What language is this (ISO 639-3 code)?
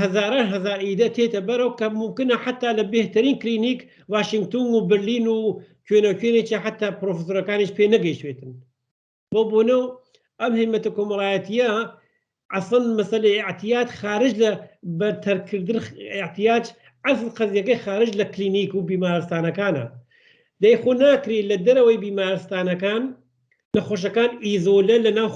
ckb